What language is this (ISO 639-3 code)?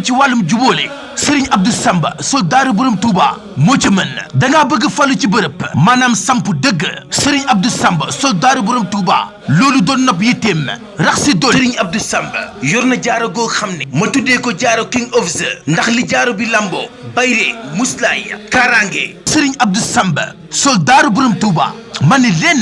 wol